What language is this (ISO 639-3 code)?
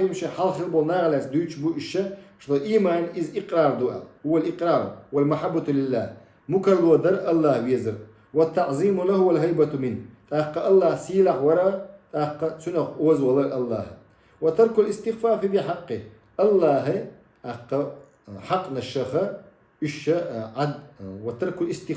che